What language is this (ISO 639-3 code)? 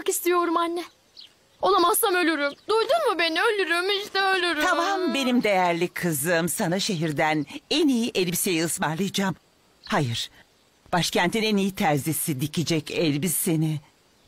tur